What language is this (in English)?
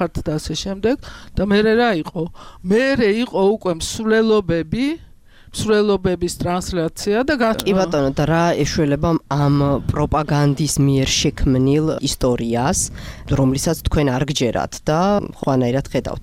Georgian